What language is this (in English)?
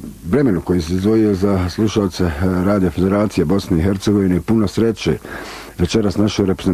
Bosnian